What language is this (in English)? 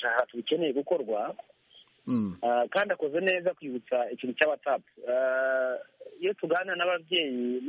Kinyarwanda